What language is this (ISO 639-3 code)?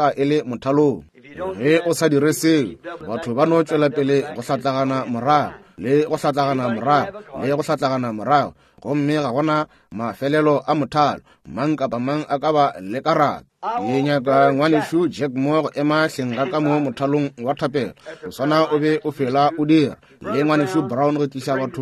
nso